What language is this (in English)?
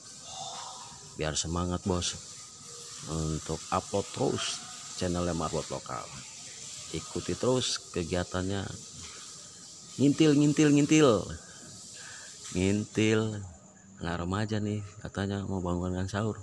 Indonesian